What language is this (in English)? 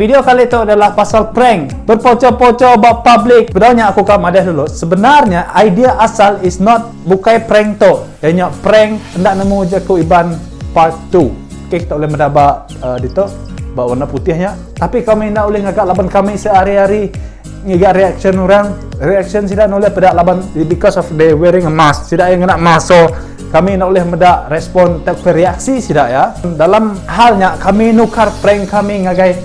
Iban